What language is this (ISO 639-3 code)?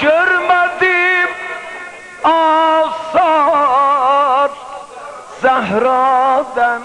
azb